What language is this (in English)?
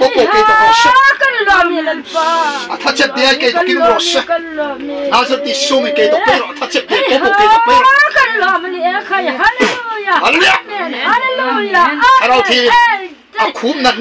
Hmar